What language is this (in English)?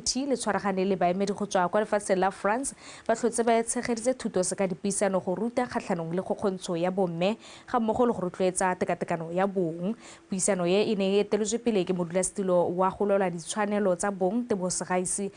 Tswana